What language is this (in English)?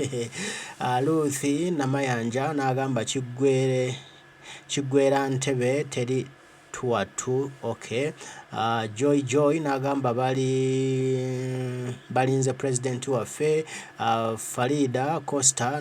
Ganda